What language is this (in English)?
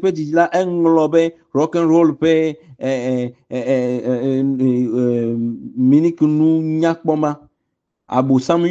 Ewe